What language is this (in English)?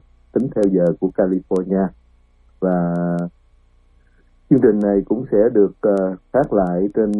Vietnamese